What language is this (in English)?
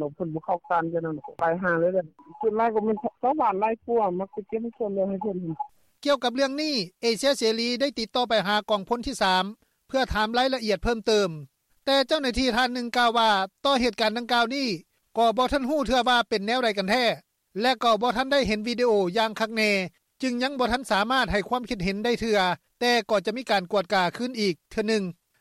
Lao